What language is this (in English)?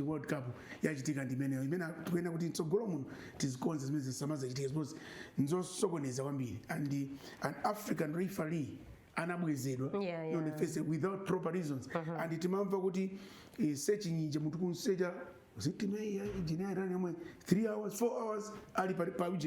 Nyanja